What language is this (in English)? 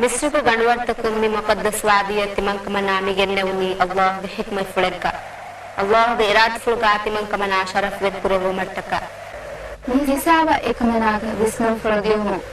Divehi